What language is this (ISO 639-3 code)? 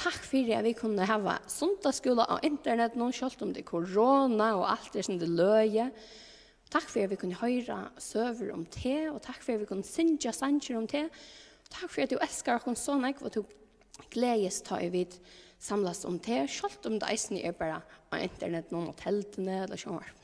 fao